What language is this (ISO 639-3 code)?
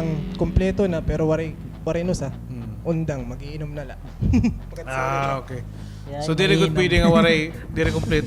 war